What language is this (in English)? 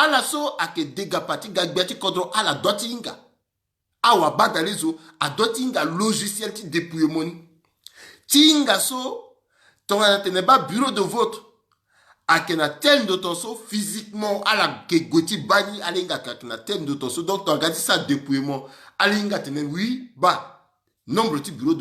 Sango